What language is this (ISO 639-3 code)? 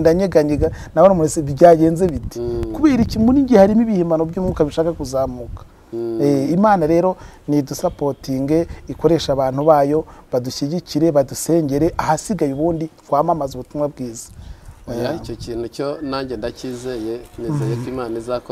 kin